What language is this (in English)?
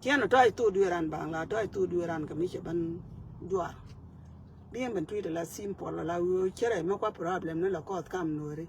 Nuer